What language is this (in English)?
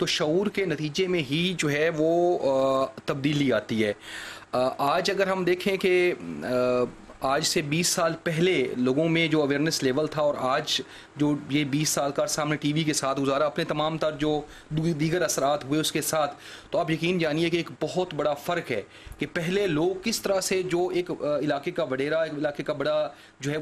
Urdu